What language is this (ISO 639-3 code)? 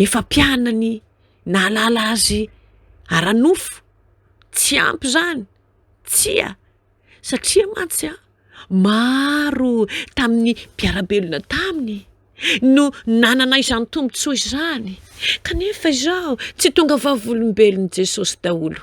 mlg